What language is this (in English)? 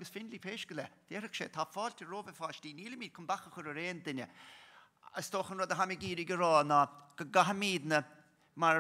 Irish